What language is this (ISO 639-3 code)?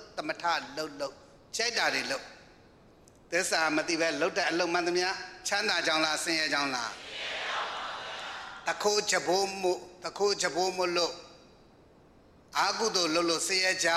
mya